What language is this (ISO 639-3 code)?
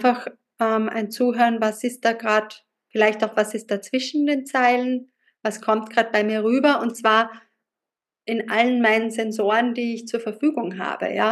deu